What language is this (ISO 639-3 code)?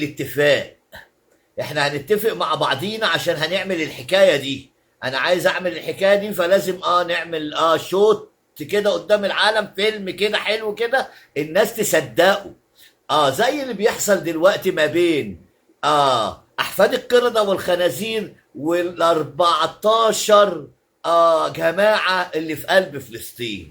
arz